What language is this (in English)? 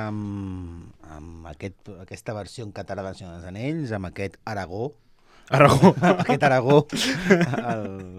Catalan